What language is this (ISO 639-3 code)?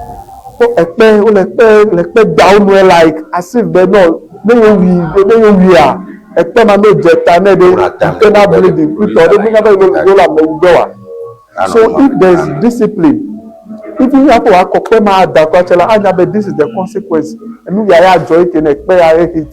ewe